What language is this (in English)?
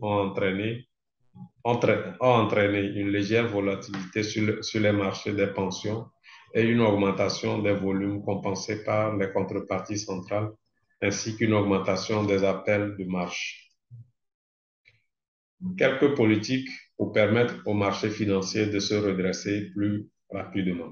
French